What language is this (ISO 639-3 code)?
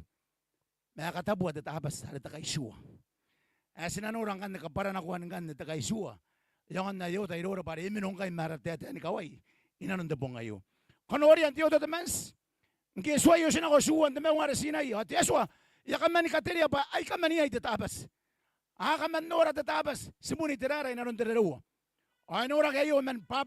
gil